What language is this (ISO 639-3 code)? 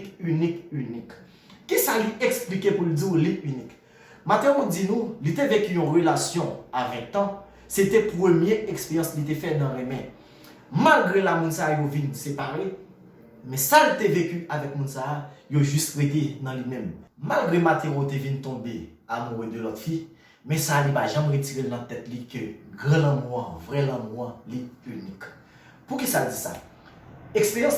hat